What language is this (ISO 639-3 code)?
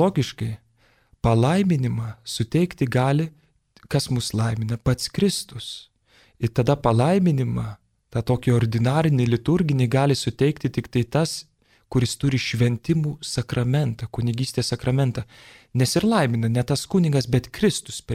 lit